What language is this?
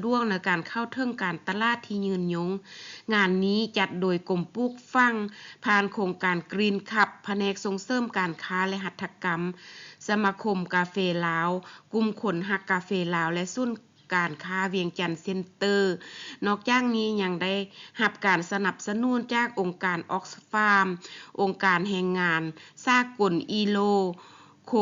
Lao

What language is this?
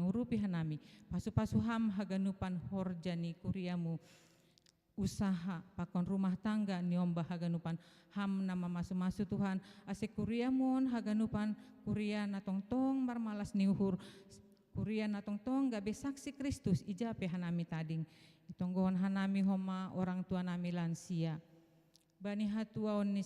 Batak Simalungun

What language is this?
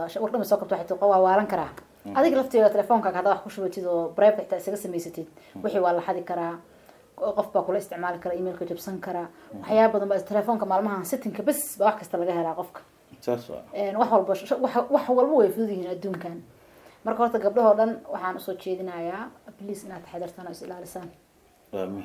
Somali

